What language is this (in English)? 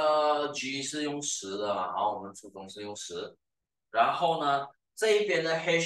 Chinese